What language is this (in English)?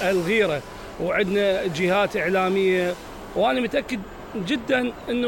Mesopotamian Arabic